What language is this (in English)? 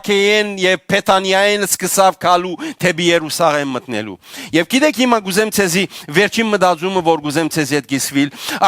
Western Armenian